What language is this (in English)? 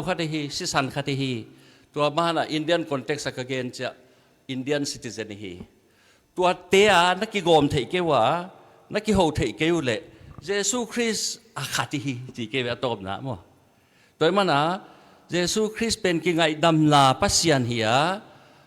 Tedim Chin